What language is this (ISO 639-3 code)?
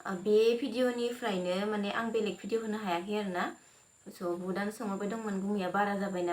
brx